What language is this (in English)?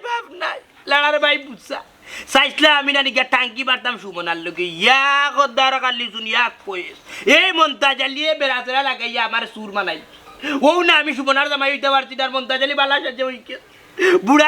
Sylheti